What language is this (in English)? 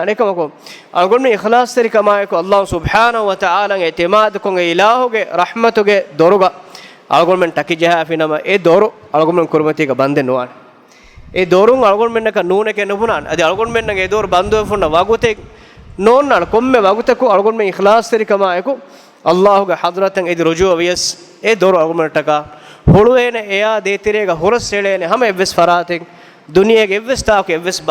Divehi